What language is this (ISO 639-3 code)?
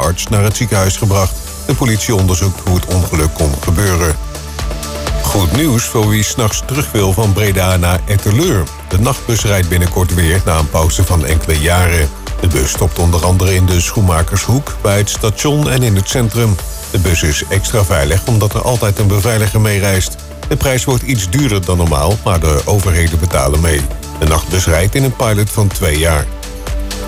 nld